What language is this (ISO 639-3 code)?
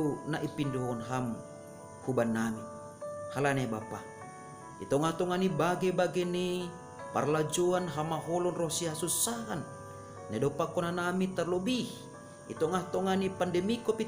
bts